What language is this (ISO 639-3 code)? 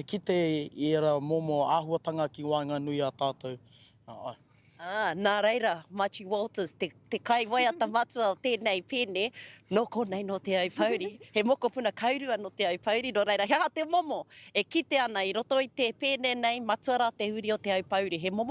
mri